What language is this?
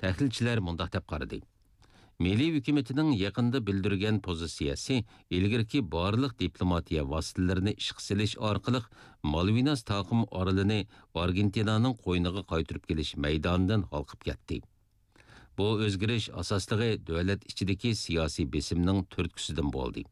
Uyghur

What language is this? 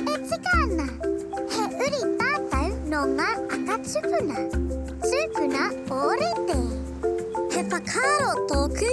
Māori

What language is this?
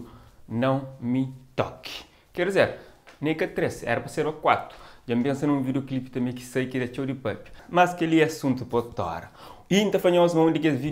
Kabuverdianu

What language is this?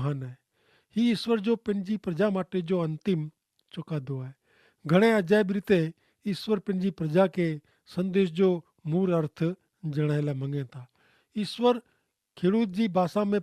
Kachhi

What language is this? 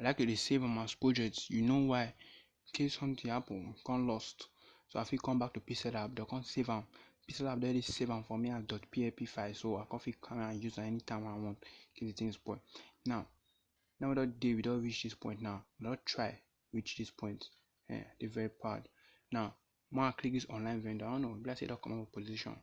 Nigerian Pidgin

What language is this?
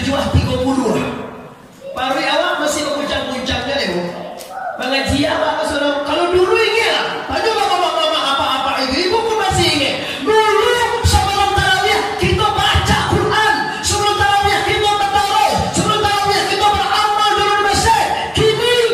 Minangkabau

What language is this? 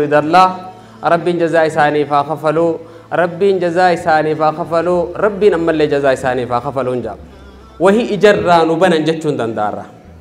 Oromo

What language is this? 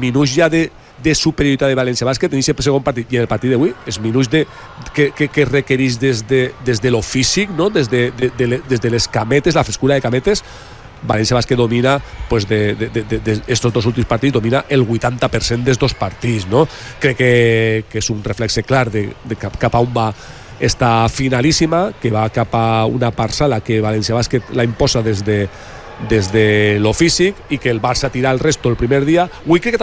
Catalan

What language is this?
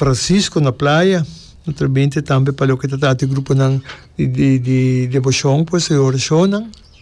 Papiamento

